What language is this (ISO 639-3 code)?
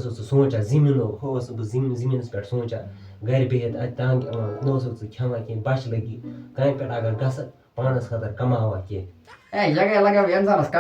kas